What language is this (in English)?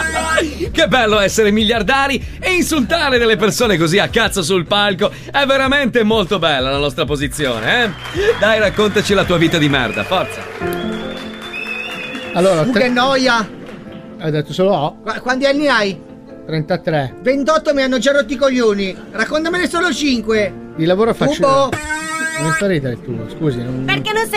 Italian